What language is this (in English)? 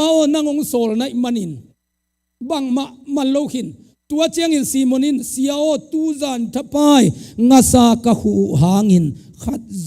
Tedim Chin